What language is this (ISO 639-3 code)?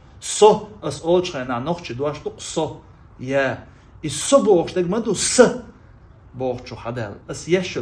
che